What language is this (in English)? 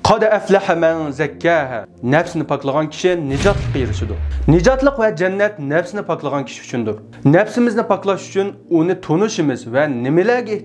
Uyghur